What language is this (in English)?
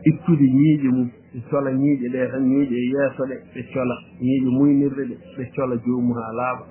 Fula